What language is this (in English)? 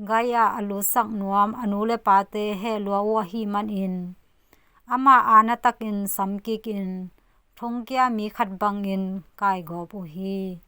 Tedim Chin